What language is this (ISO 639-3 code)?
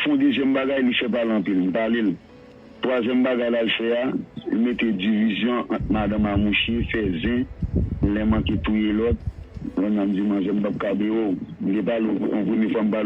hat